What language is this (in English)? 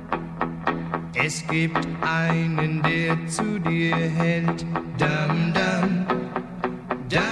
German